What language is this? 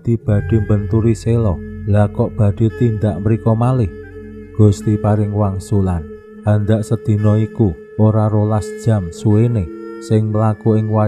Javanese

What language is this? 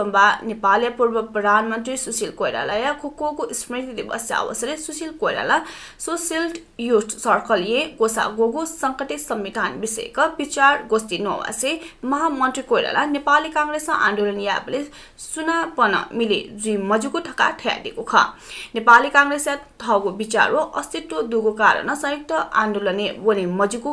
Newari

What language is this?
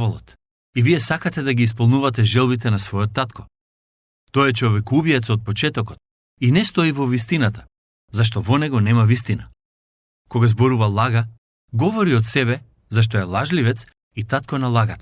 Macedonian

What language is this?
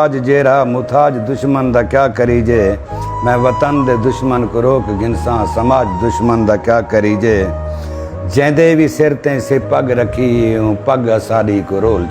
Saraiki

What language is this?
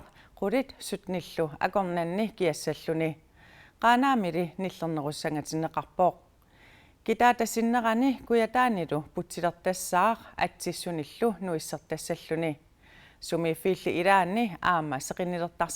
Kalaallisut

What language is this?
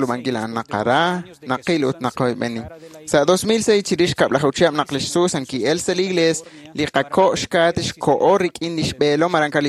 Kekchí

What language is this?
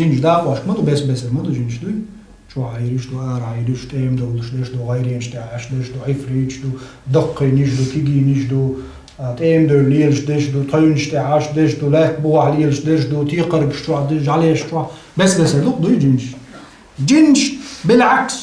Chechen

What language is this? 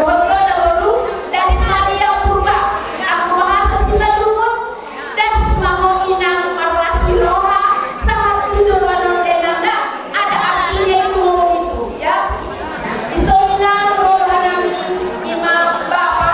Batak Toba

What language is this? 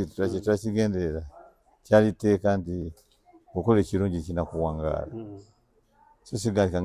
Ganda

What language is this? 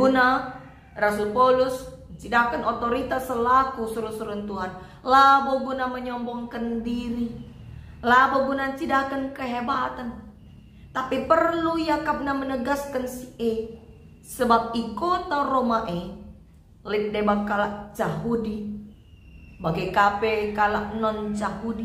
Batak Karo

